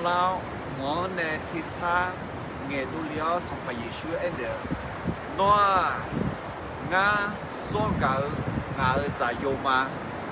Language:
Akha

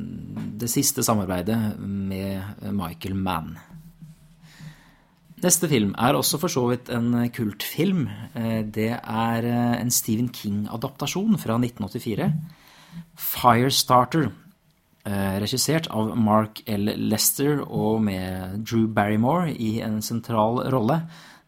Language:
Norwegian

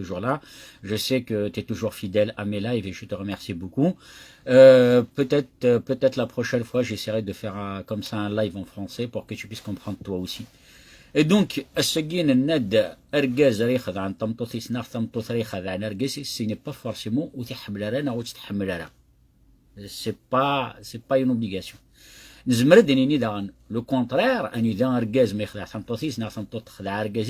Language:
Kabyle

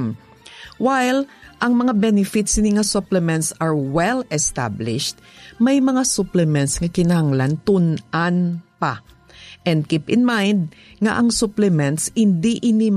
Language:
Hiligaynon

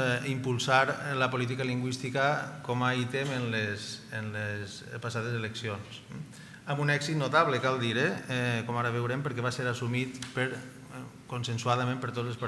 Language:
Catalan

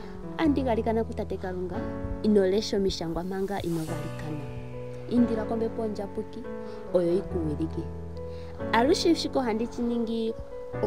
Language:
Ndonga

